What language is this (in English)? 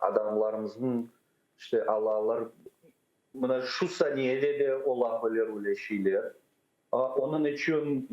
Crimean Tatar